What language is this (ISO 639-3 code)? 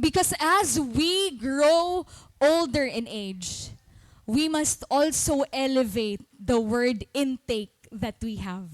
war